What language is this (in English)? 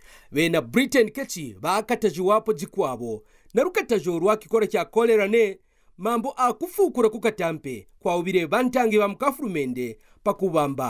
Kaonde